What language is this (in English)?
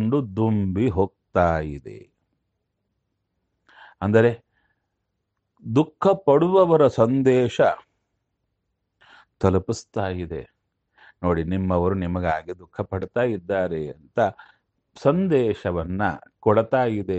Kannada